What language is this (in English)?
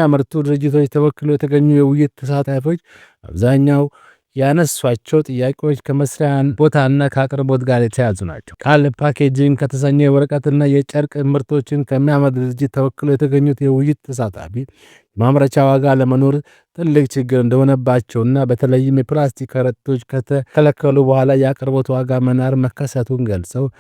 Amharic